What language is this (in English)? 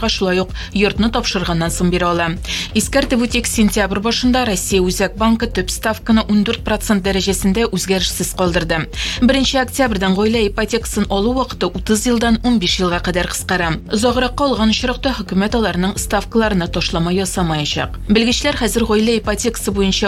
Tatar